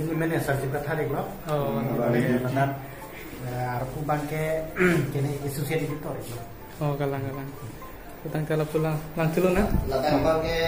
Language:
Karbi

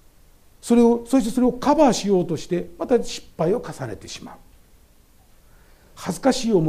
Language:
Japanese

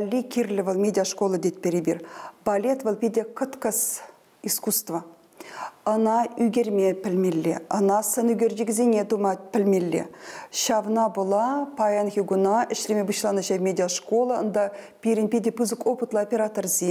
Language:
Chuvash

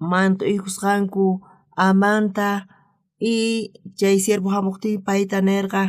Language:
South Bolivian Quechua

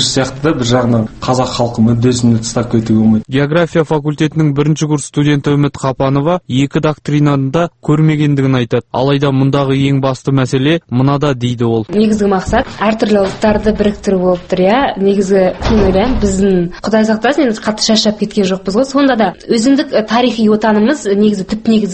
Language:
Kazakh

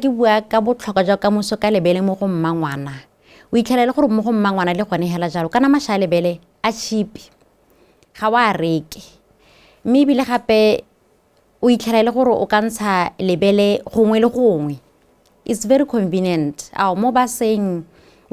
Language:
Tswana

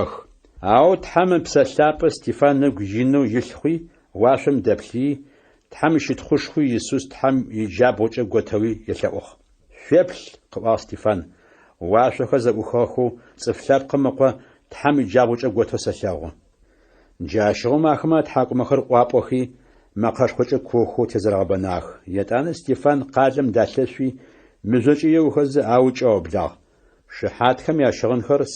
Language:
Adyghe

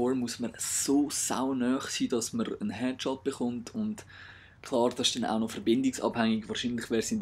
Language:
Swiss German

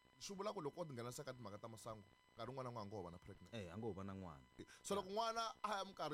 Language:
Tsonga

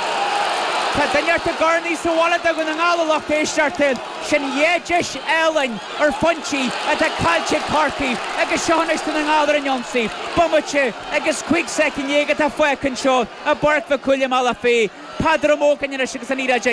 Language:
Irish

